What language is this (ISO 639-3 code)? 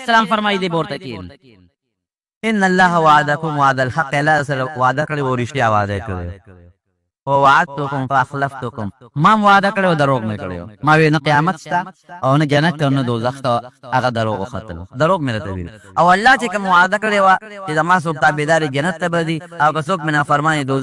pus